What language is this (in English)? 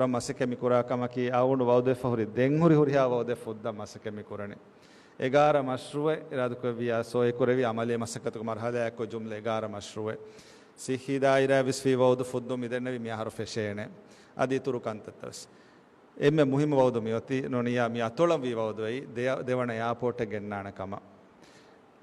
Divehi